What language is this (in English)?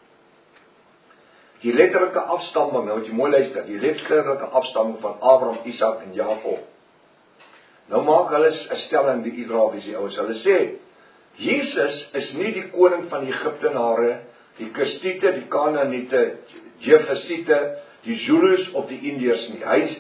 Afrikaans